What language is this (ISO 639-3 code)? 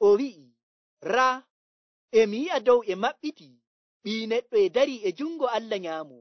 fuv